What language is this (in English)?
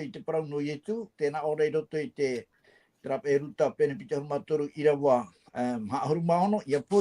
Tahitian